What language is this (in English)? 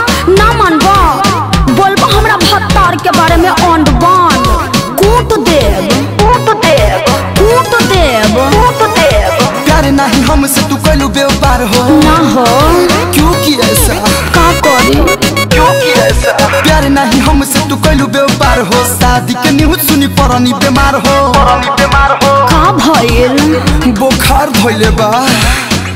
Bhojpuri